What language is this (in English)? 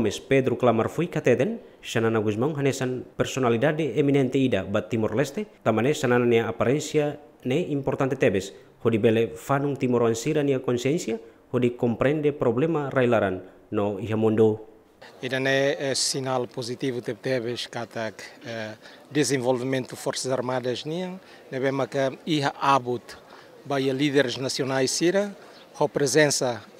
Tetum